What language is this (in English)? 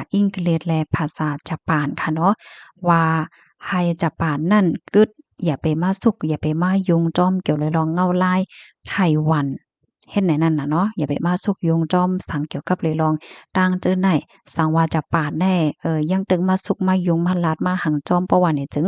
Shan